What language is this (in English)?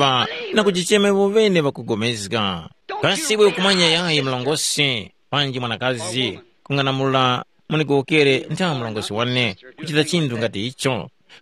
Tumbuka